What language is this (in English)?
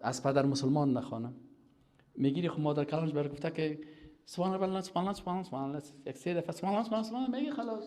Persian